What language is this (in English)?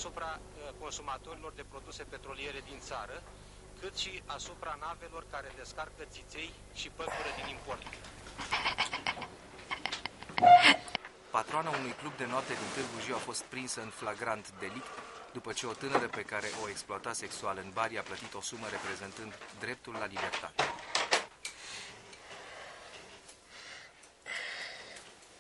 Romanian